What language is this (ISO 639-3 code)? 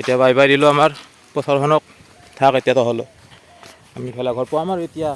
asm